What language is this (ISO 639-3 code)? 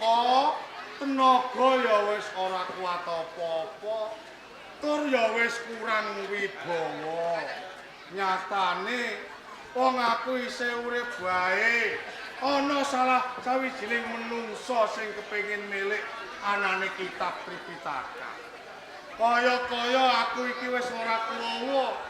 jav